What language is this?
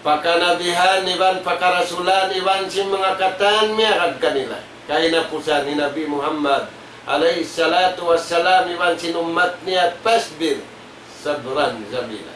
Tausug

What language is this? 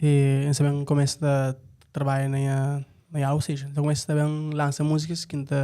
Kabuverdianu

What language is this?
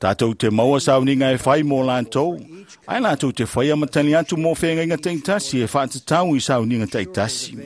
Samoan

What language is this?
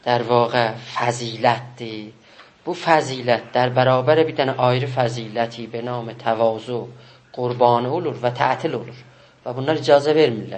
South Azerbaijani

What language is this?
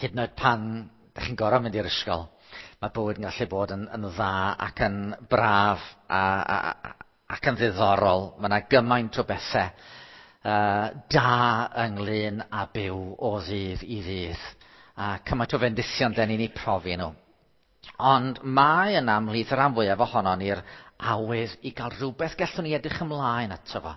Welsh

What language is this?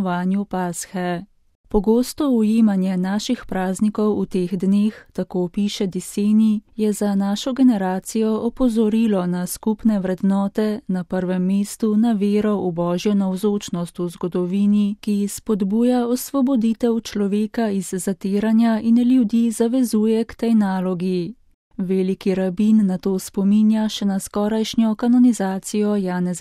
Slovenian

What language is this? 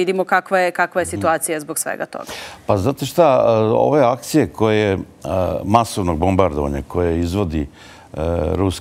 Serbian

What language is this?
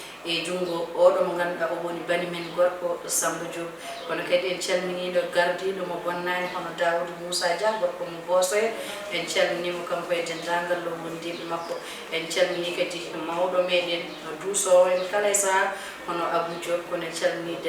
Fula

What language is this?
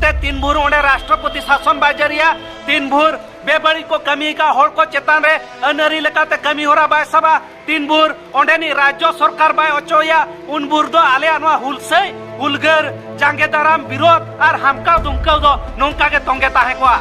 Santali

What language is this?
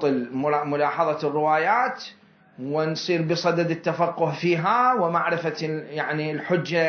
Mesopotamian Arabic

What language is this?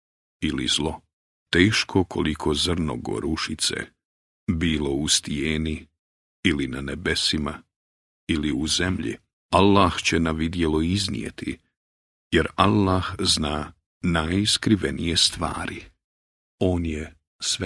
Bosnian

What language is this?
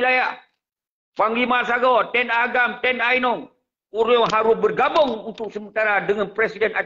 Achinese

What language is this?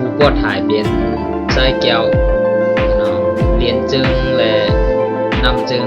Shan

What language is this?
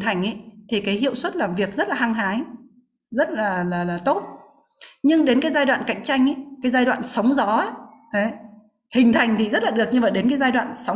Vietnamese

